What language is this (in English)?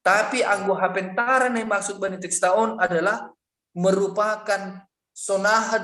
Batak Simalungun